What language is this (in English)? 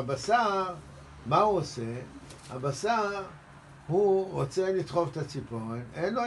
Hebrew